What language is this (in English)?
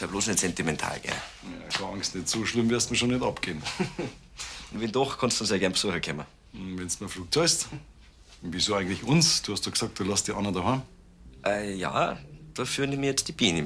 Bavarian